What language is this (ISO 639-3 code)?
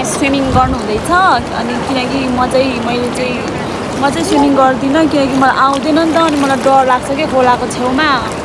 nep